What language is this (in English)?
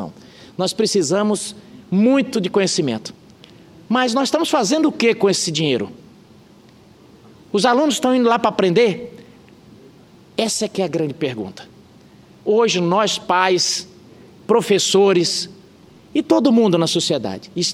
Portuguese